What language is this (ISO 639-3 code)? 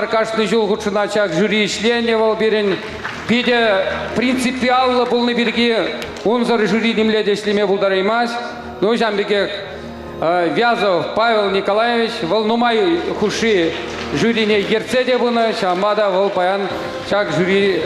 chv